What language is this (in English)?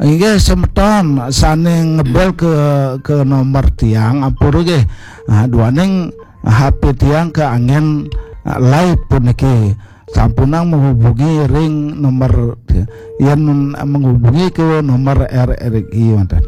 Balinese